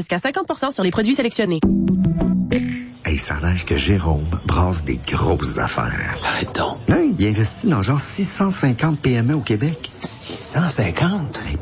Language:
French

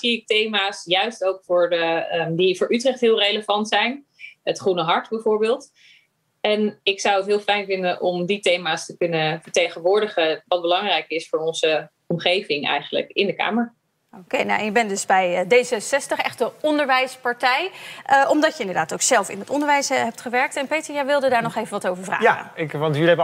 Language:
Dutch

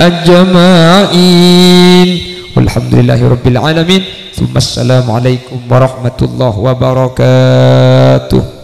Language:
Madurese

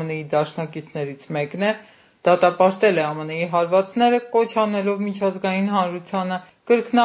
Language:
Armenian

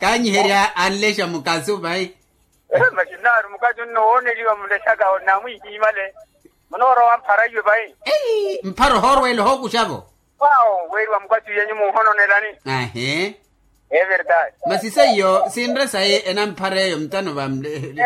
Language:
Makhuwa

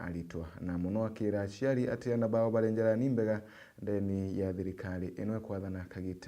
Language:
Meru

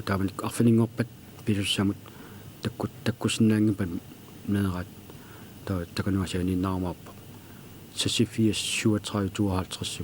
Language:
Kalaallisut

